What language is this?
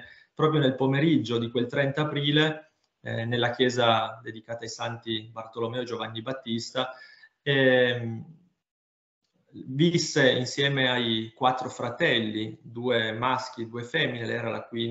Italian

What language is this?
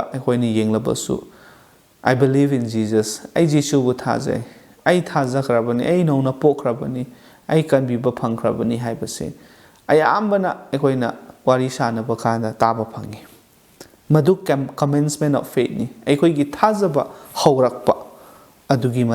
Manipuri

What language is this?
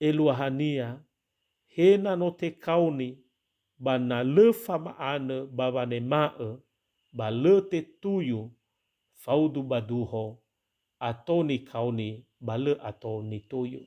Nias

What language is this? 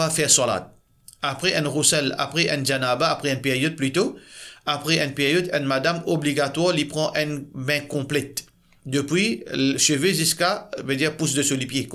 Morisyen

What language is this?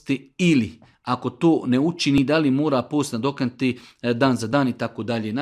Serbian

